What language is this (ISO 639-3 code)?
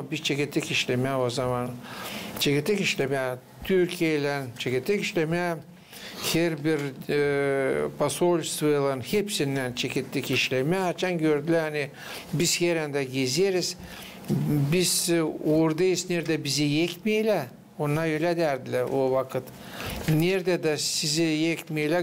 gag